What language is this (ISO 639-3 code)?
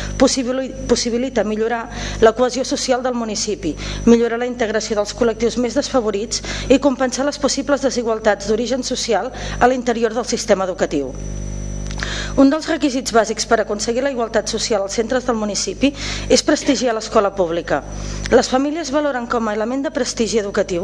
cat